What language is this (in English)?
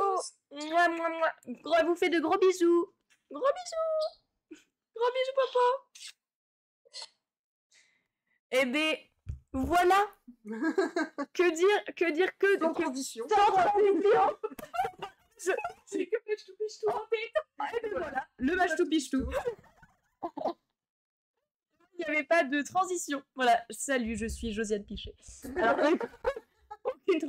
French